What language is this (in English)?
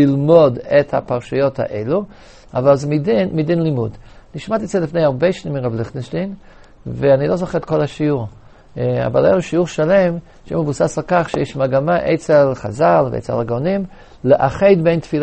Hebrew